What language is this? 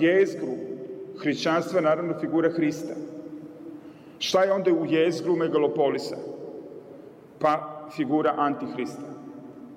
Serbian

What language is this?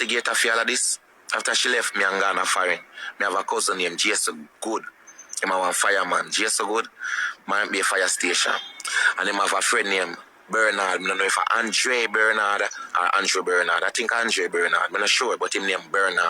Jamaican Creole English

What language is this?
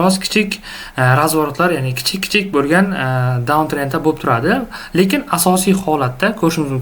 Uzbek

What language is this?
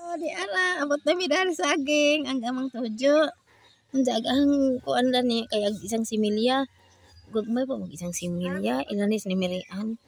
Cebuano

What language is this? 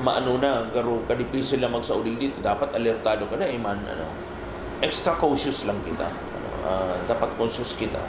Bikol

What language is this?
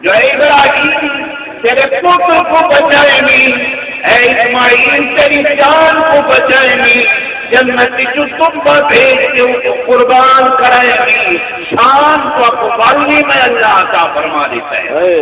Saraiki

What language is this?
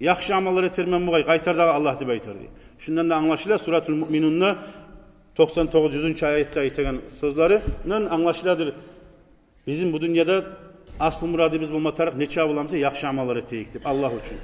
Kumyk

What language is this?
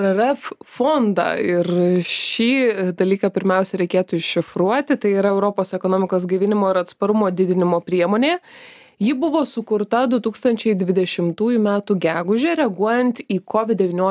Lithuanian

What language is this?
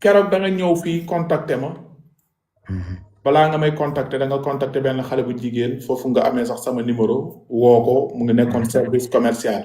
Wolof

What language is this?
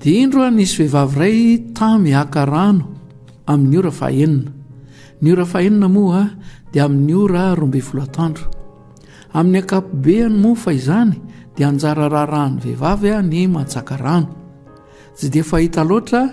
Malagasy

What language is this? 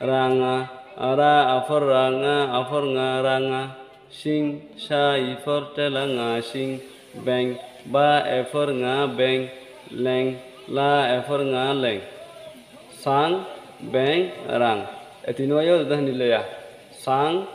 Rohingya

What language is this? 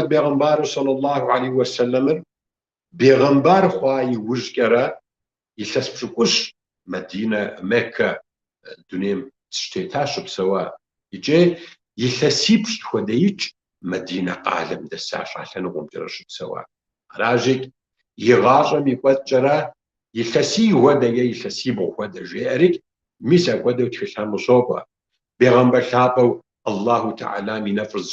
Kabardian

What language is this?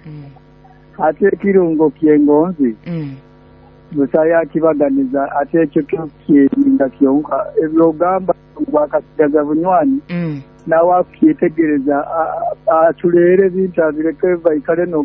Nyoro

